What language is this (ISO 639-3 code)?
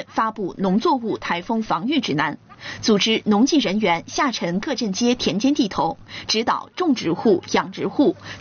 zho